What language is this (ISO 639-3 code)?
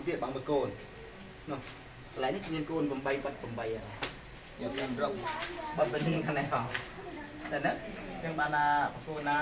khm